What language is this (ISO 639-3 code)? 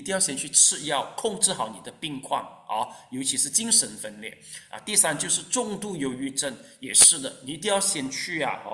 zho